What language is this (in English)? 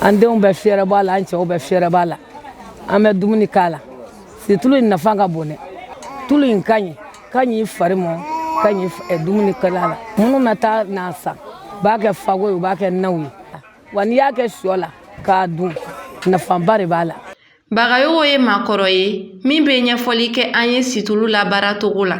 Bambara